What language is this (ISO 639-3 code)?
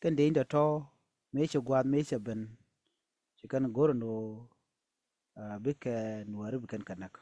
nus